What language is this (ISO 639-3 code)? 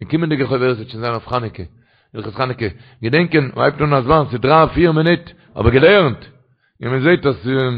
yid